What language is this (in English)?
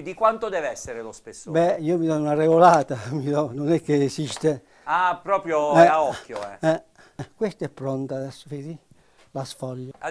Italian